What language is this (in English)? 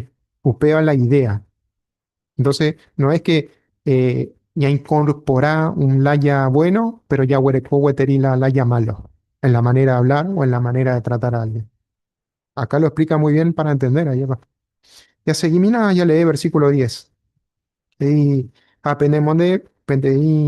Guarani